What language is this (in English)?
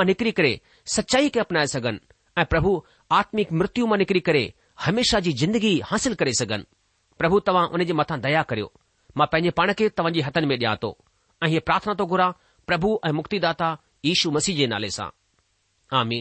Sindhi